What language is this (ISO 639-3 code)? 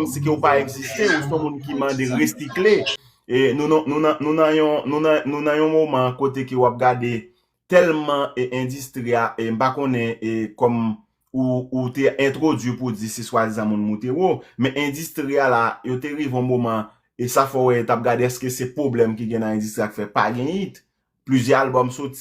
hat